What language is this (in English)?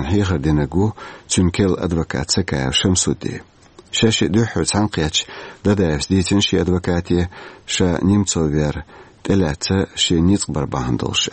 Chechen